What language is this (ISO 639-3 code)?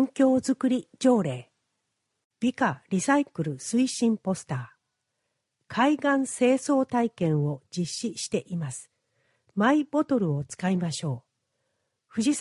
jpn